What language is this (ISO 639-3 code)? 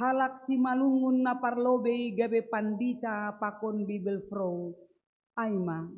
bts